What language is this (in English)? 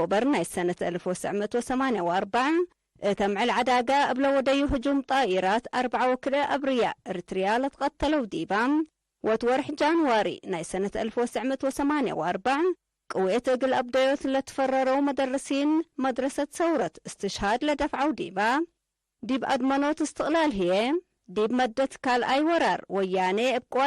Tigre